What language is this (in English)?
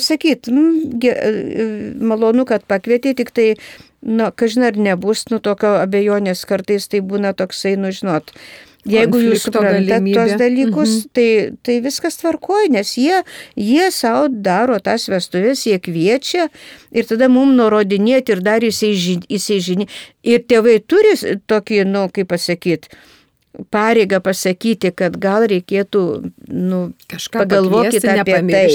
Lithuanian